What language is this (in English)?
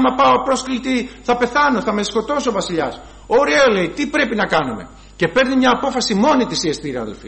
Greek